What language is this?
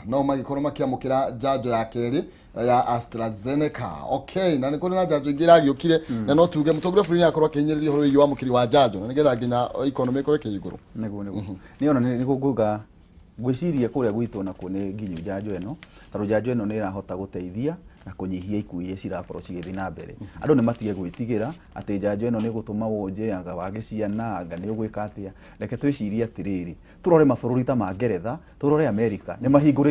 Kikuyu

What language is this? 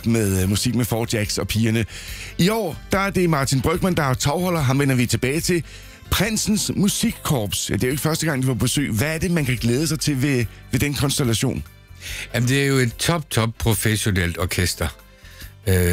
Danish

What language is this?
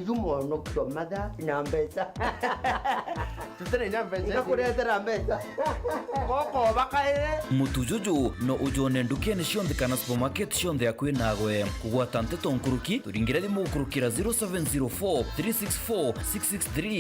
Meru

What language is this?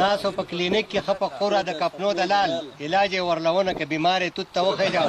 Pashto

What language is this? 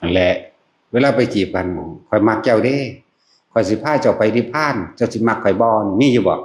Northeastern Thai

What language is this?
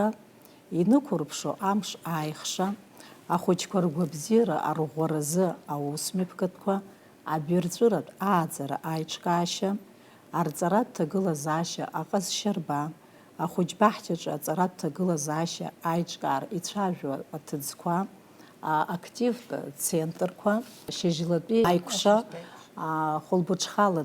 Abkhazian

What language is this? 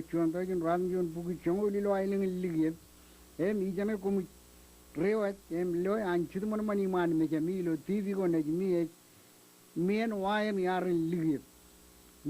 Marshallese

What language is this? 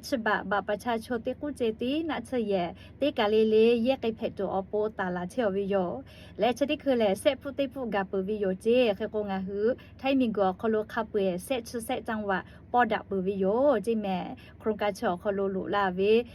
Lahu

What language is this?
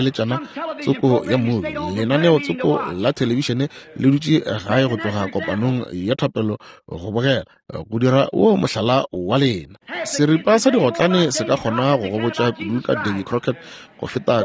Northern Sotho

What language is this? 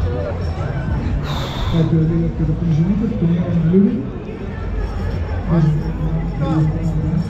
Bulgarian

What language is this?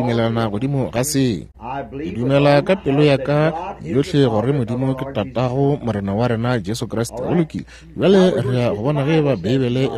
Northern Sotho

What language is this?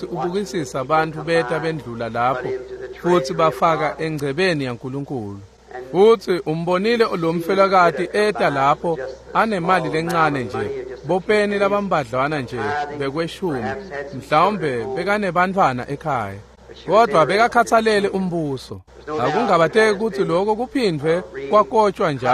Swati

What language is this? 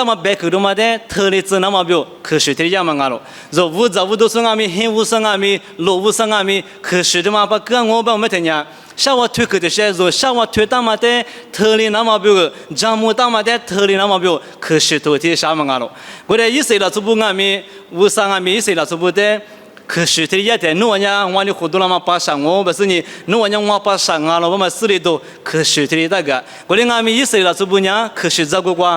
Lisu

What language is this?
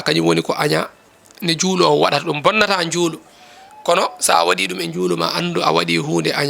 Fula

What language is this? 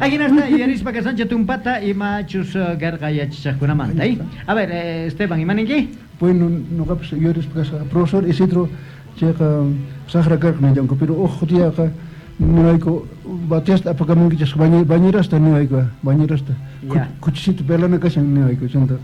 Quechua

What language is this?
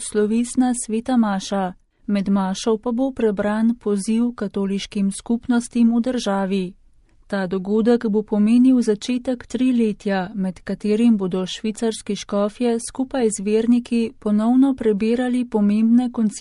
Slovenian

